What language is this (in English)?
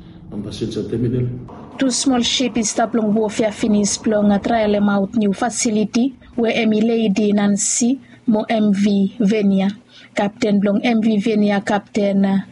Bislama